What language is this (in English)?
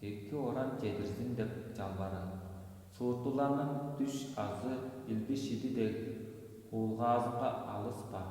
Tuvinian